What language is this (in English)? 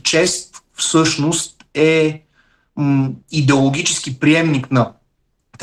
Bulgarian